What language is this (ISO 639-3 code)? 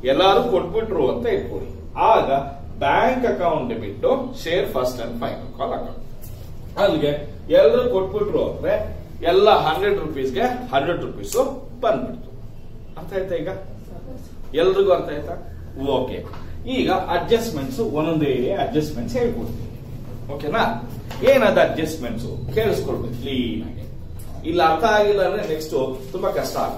kan